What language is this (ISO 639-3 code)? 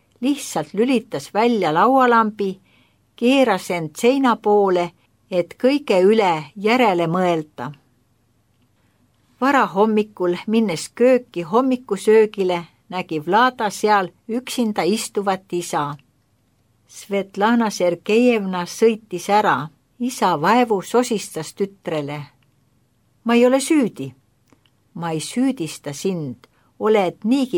est